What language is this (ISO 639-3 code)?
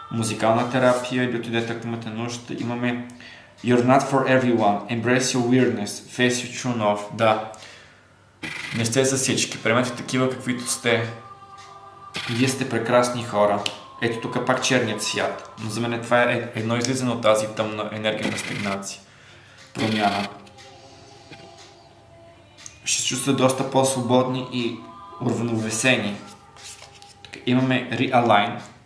bul